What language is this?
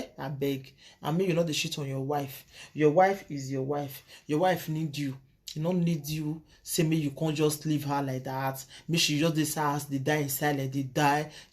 Nigerian Pidgin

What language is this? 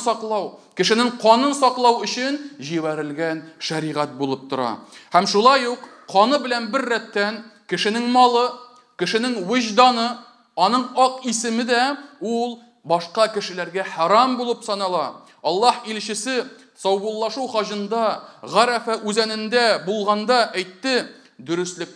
Tatar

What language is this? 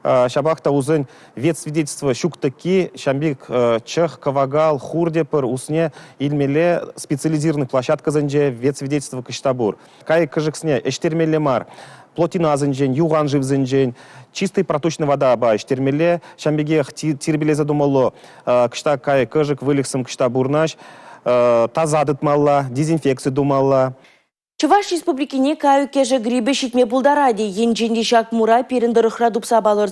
Chuvash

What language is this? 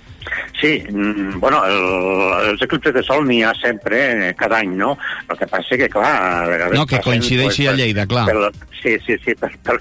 Catalan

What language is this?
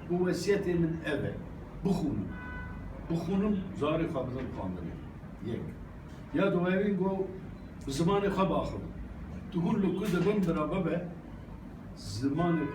Kurdish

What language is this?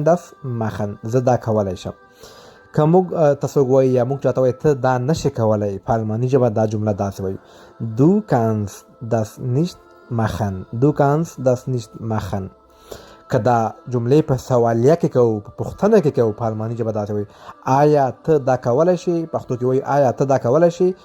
Pashto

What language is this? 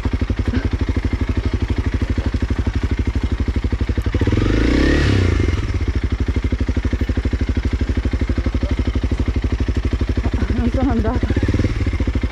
Italian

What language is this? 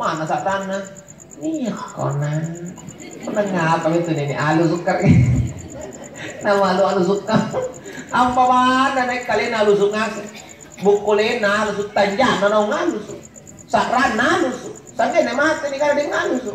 Makasar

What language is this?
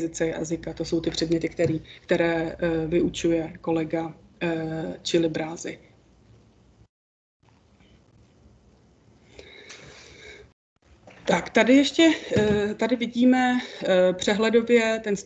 Czech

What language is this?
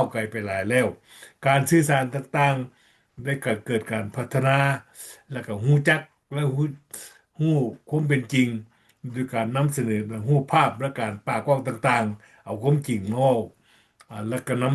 Lao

